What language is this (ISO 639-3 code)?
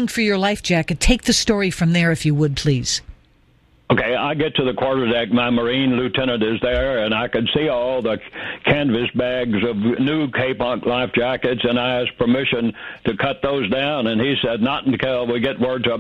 eng